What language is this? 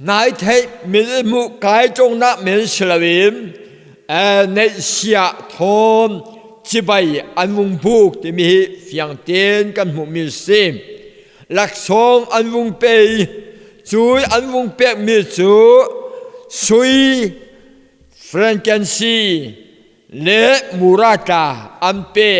Falam Chin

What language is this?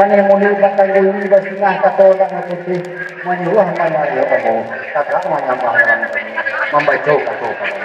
Minangkabau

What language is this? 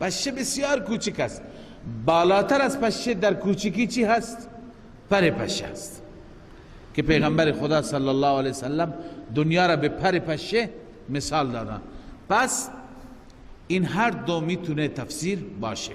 Persian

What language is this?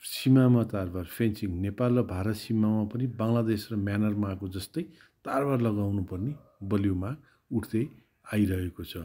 Nepali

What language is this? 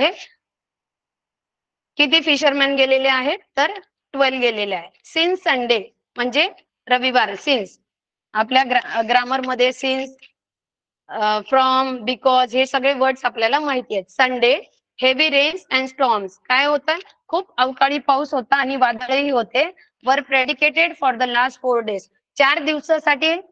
Marathi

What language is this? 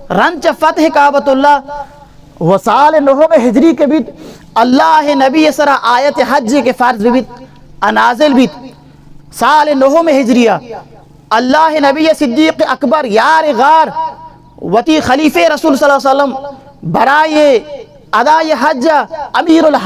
Baluchi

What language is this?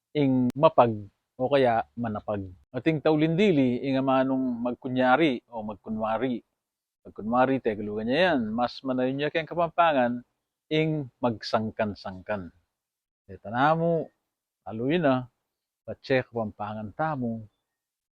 Pampanga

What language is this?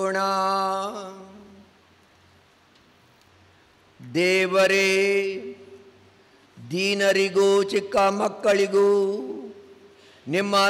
Kannada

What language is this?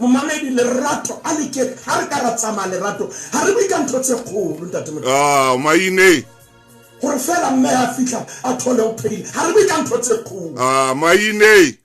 Southern Sotho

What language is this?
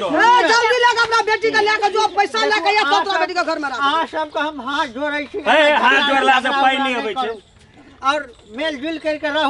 Maithili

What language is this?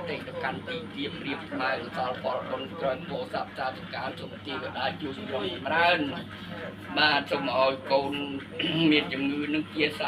Khmer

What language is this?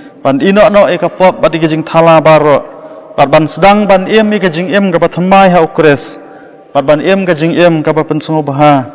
Khasi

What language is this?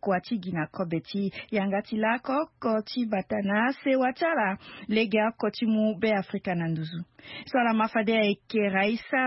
Sango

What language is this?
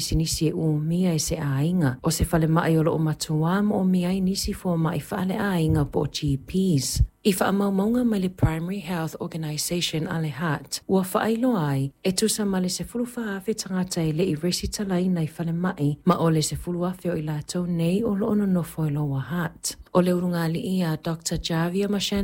Samoan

